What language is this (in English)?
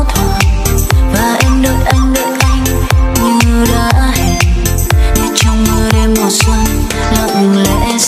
Vietnamese